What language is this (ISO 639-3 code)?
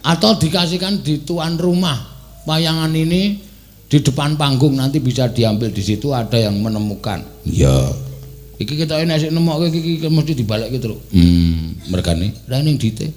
jav